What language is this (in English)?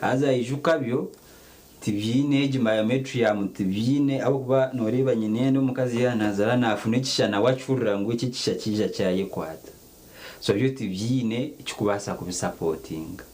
Nyankole